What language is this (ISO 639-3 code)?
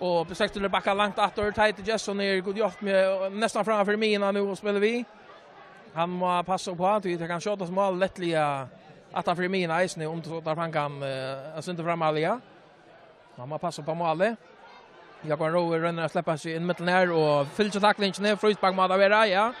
fao